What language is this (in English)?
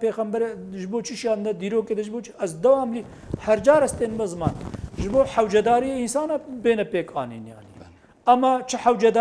Kurdish